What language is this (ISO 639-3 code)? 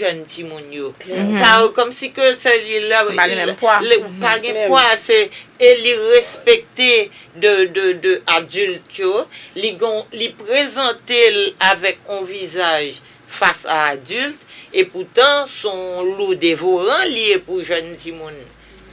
hat